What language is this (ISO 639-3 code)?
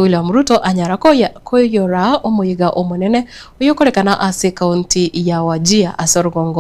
guz